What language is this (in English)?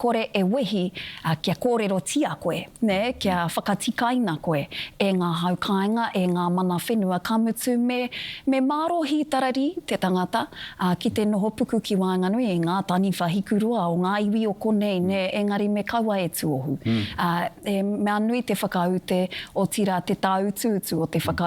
Māori